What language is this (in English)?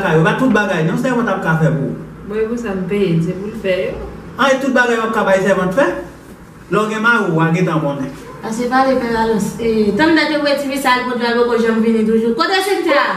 Haitian Creole